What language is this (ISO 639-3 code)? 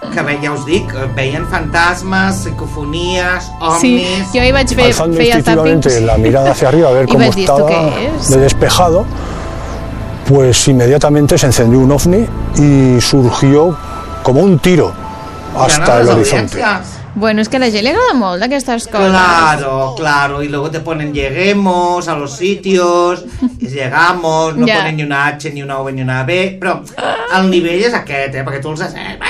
cat